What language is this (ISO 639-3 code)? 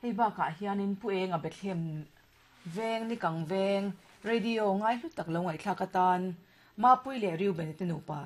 lus